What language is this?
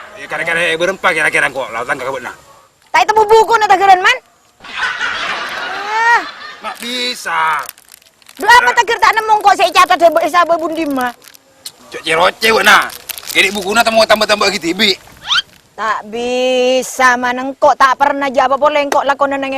Madurese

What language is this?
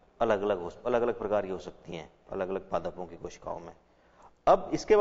Hindi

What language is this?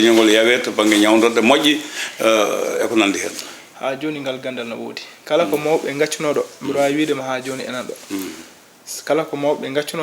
Fula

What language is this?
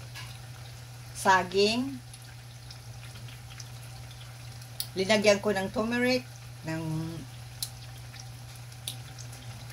Filipino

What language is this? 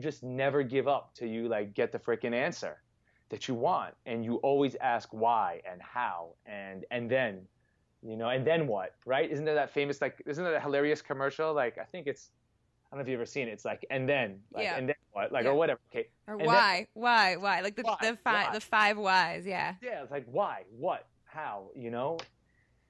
English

